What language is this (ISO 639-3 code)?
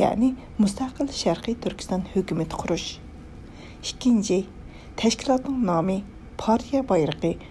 uig